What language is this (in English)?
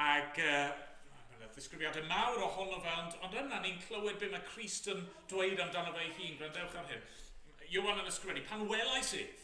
Welsh